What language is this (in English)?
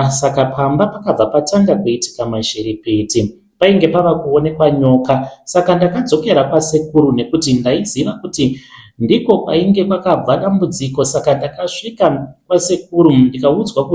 Shona